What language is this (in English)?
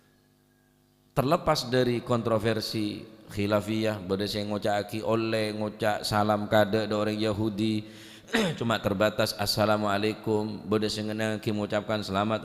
Madurese